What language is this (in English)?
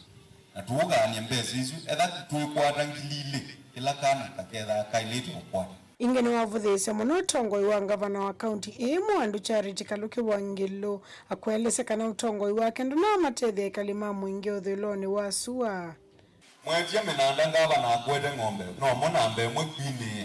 Kamba